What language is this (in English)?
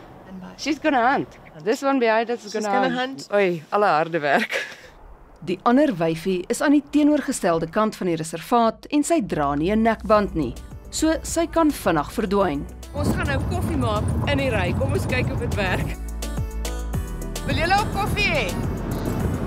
Afrikaans